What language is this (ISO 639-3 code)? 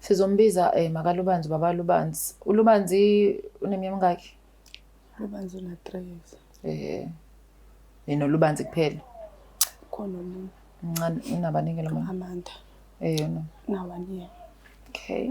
zul